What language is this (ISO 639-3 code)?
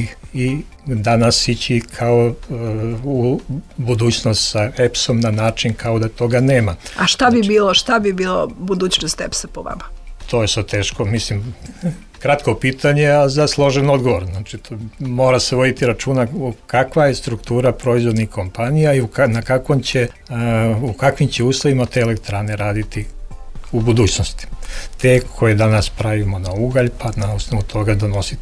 srp